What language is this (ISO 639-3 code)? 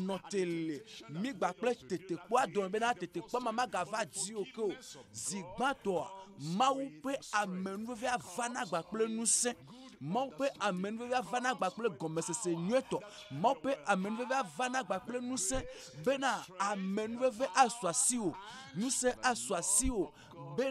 ewe